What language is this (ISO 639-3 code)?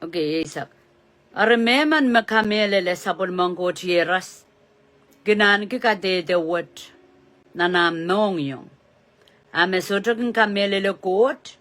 pon